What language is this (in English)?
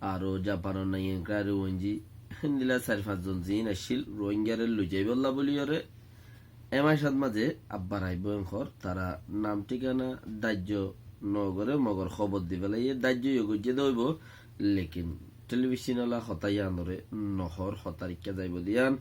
Rohingya